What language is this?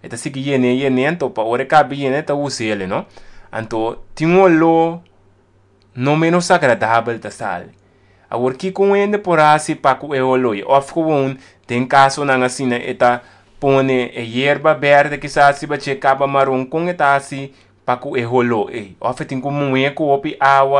Papiamento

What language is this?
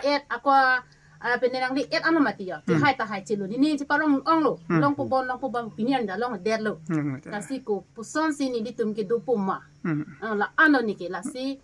Karbi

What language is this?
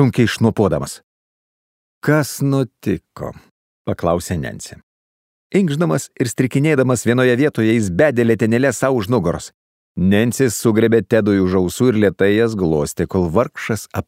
Lithuanian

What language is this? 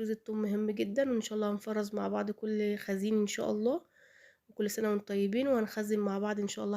Egyptian Arabic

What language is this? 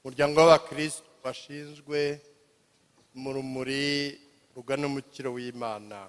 Kinyarwanda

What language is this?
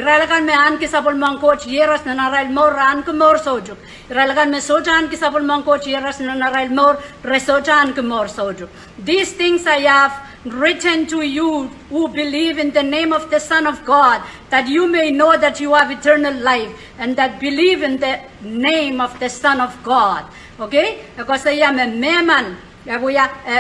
Pohnpeian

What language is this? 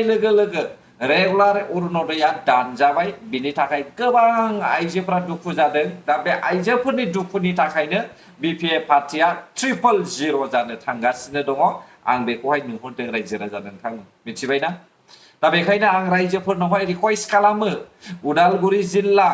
Bodo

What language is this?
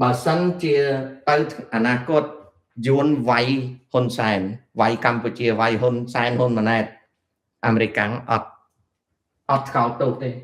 Khmer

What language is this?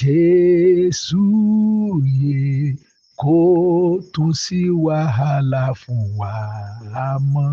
Yoruba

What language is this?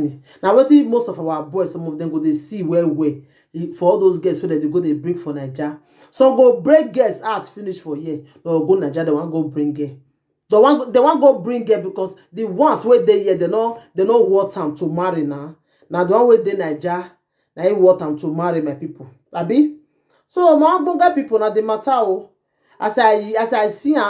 Nigerian Pidgin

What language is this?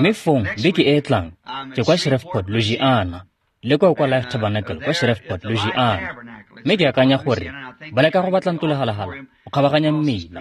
Tswana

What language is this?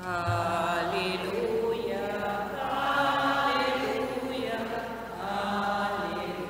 Papiamento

